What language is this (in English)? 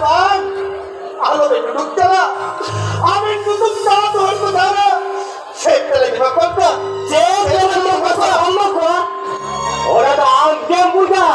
Santali